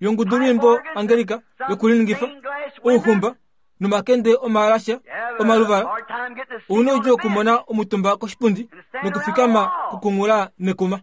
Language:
Kuanyama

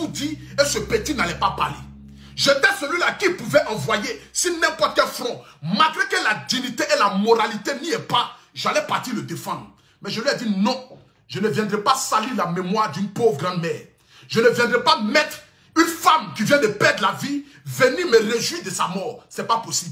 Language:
French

